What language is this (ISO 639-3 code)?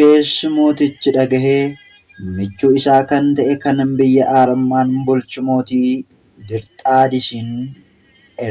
orm